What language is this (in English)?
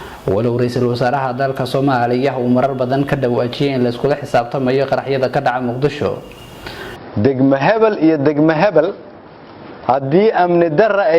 Somali